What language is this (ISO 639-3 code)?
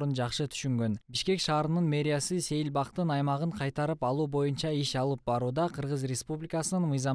kir